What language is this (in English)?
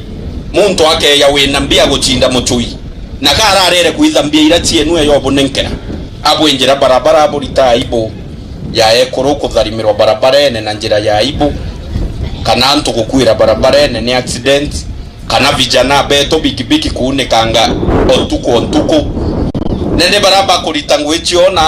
Meru